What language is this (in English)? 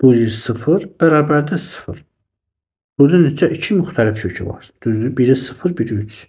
Azerbaijani